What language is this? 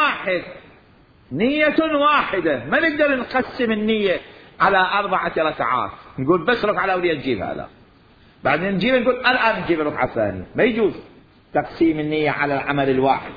Mesopotamian Arabic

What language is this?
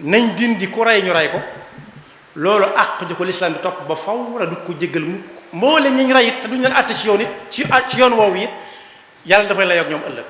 Wolof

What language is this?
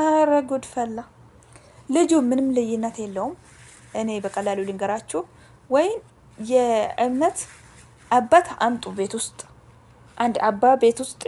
Amharic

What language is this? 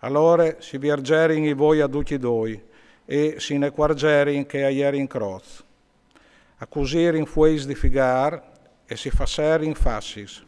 Friulian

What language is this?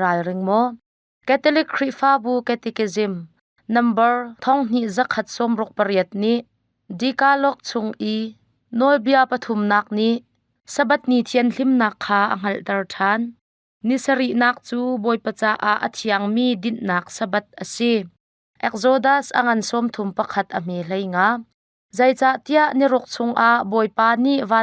Hakha Chin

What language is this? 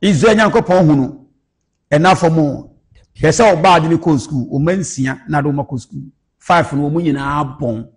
Akan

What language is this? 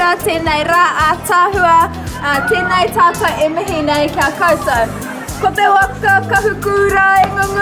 Māori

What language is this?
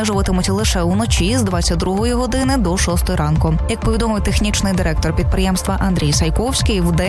Ukrainian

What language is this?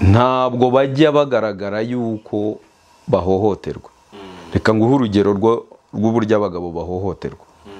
Kinyarwanda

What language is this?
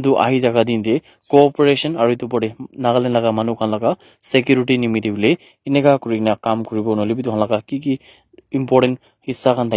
Naga Pidgin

